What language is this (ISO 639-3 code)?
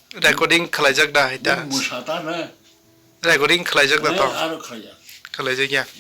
trp